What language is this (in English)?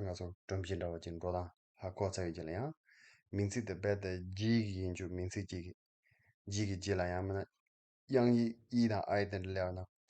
Tibetan